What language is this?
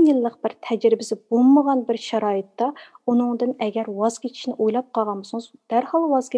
Uyghur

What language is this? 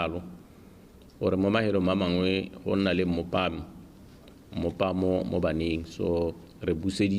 Tswana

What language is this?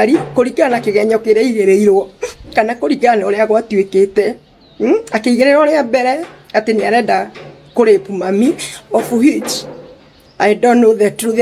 Kikuyu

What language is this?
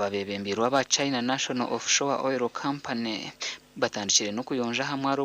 Nyankole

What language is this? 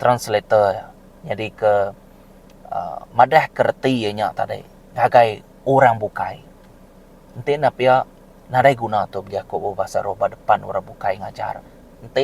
Iban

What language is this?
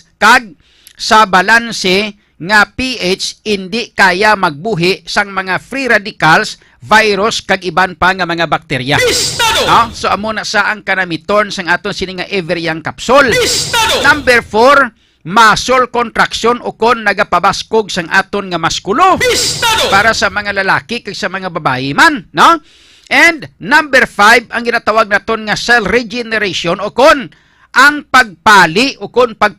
Hiligaynon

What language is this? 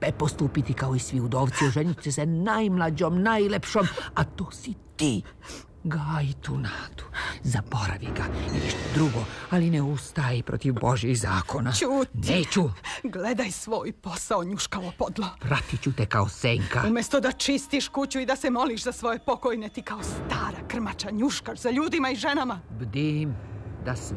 Serbian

